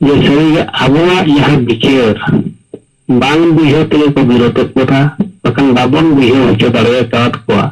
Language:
Santali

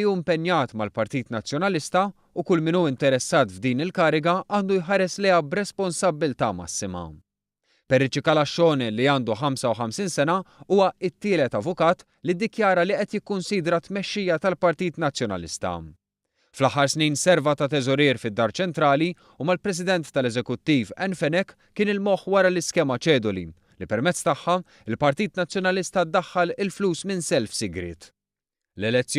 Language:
Maltese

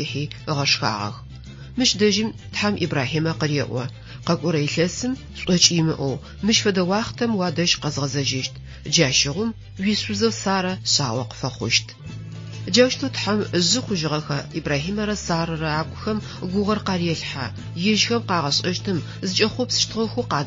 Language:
Adyghe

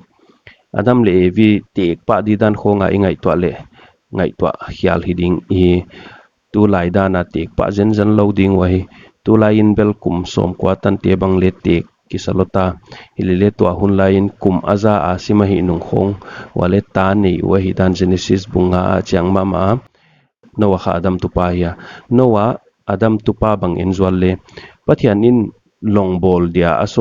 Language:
Paite Chin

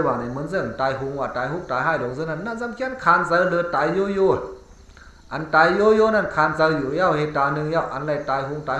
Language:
Shan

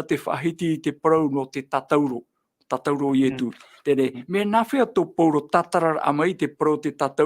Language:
Tahitian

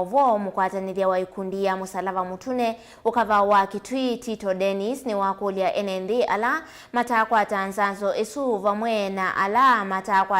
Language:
Kamba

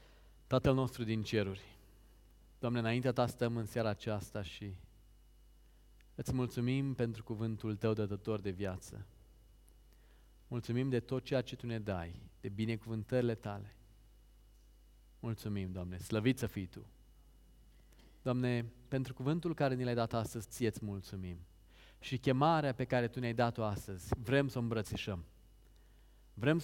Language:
Romanian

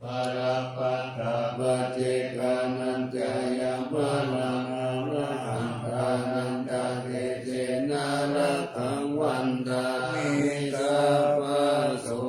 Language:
Pali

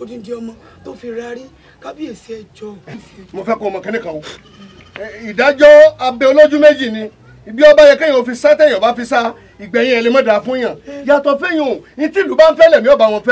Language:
Yoruba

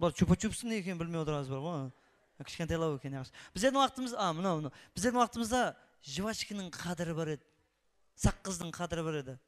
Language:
Kara-Kalpak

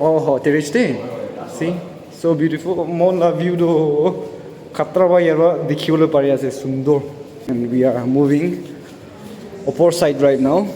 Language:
Naga Pidgin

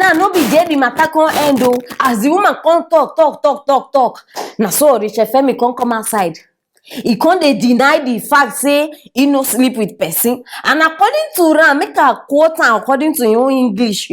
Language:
Nigerian Pidgin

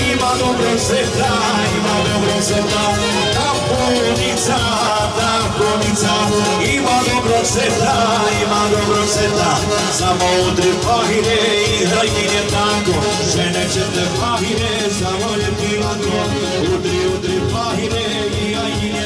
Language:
Croatian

